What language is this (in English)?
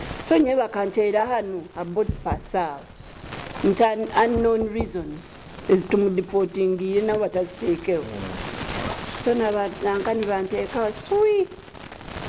Nyoro